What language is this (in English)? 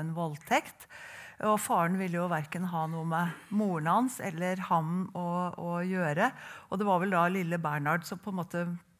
Norwegian